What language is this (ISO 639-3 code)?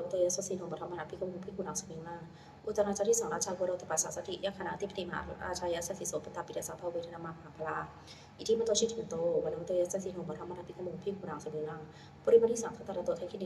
pli